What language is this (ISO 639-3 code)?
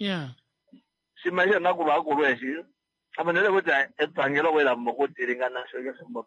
kua